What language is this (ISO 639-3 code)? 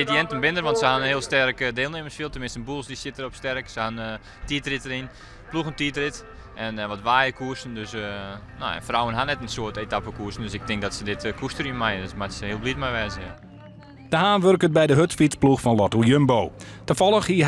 fry